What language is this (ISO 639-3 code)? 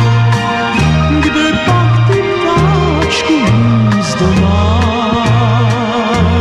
ces